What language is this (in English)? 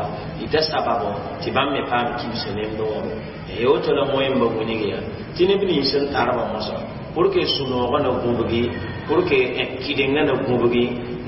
Mossi